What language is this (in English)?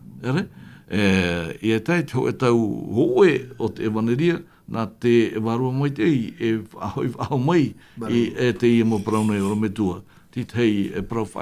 Tahitian